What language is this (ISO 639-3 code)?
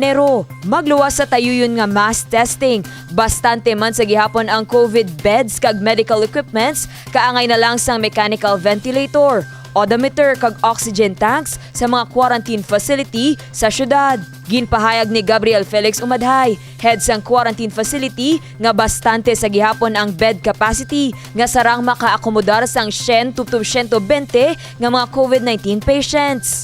hil